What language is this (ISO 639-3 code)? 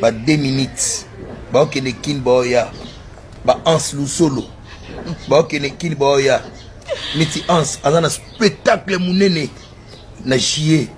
lin